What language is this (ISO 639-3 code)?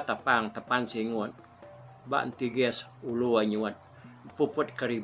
iba